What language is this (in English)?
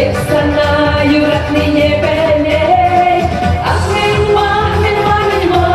Chuvash